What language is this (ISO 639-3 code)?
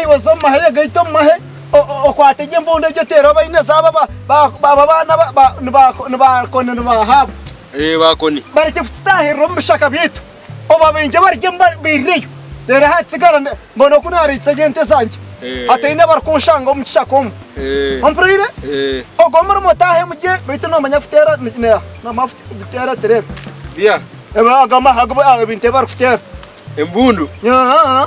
nyn